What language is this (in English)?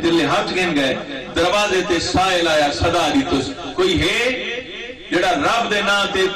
Saraiki